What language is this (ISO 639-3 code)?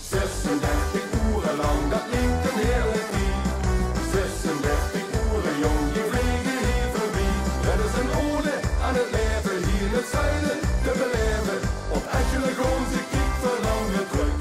lim